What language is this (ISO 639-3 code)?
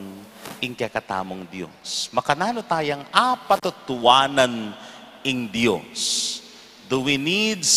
pam